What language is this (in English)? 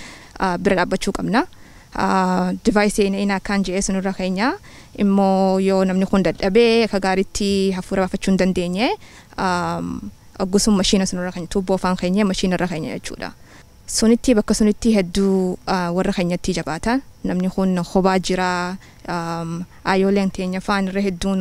Oromo